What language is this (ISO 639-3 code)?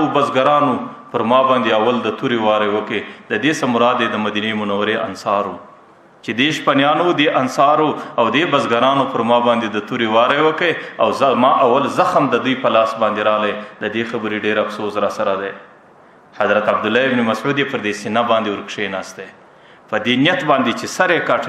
pus